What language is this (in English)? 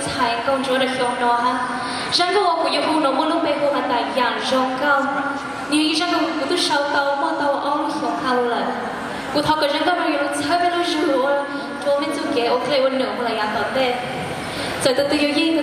Hmong